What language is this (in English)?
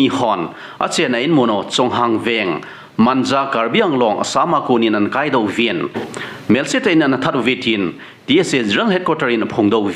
Thado Chin